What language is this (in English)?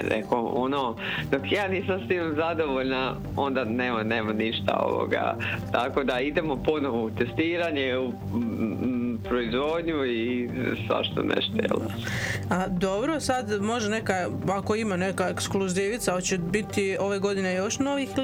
Croatian